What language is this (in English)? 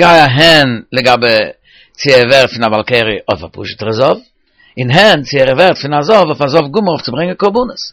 Yiddish